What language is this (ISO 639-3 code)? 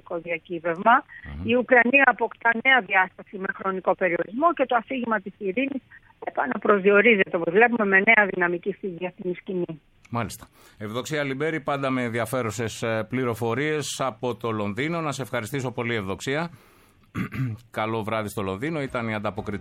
ell